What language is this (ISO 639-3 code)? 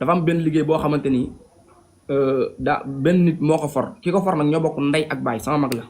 wol